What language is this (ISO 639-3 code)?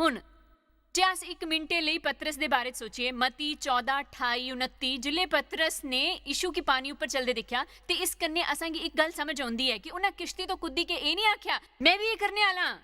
doi